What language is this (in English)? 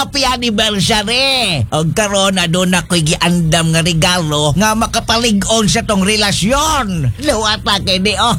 Cebuano